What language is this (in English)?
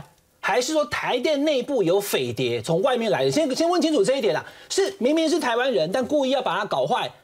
Chinese